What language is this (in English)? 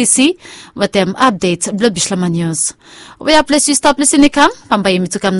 Bislama